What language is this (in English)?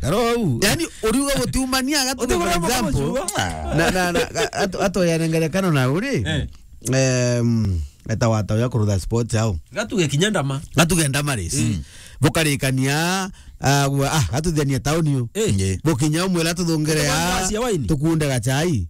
Meru